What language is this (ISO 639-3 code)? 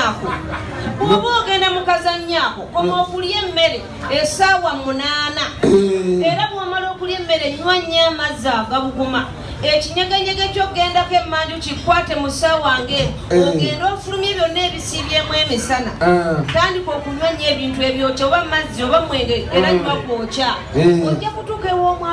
lug